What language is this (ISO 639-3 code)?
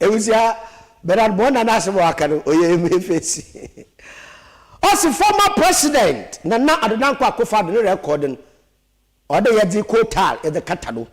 aka